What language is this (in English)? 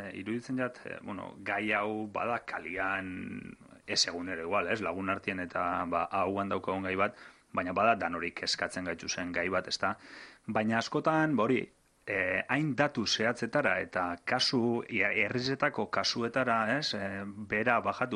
Basque